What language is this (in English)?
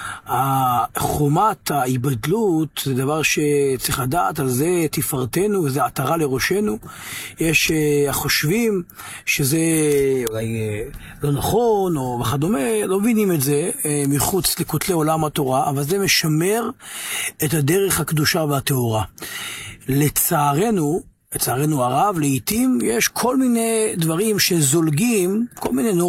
Hebrew